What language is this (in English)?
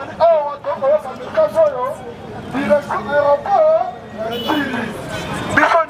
Lingala